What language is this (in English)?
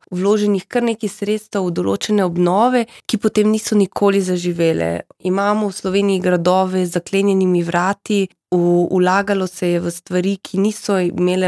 Slovenian